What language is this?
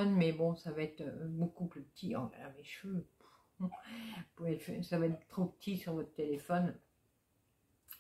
French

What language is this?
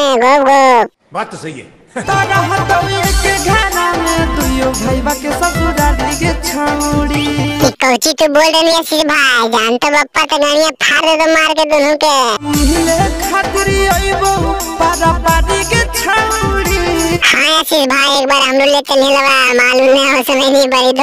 Magahi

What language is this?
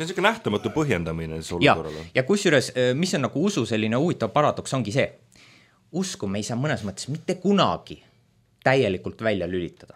Estonian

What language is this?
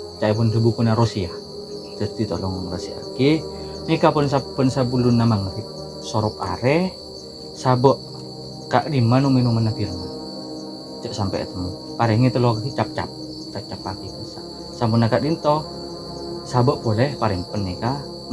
Madurese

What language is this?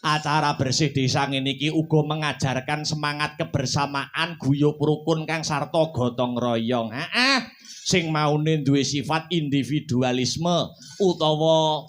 Javanese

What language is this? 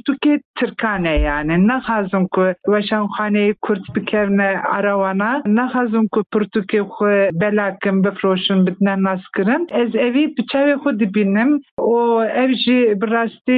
Kurdish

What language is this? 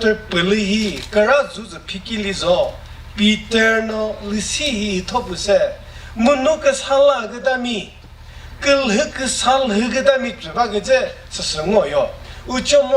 Chokri Naga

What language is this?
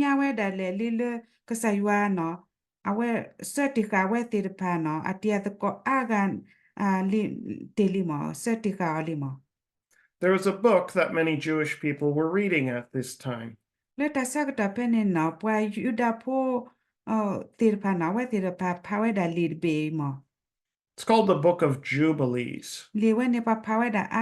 S'gaw Karen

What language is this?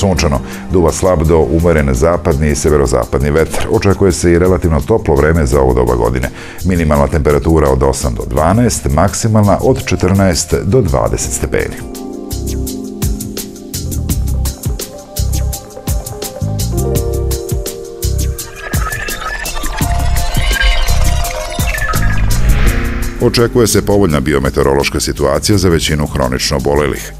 Serbian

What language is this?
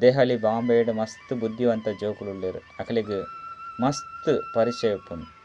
Tulu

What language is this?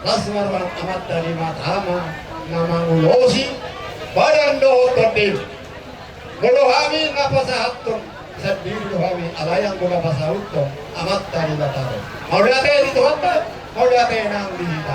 Batak Toba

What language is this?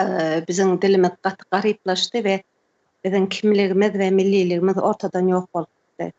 Turkmen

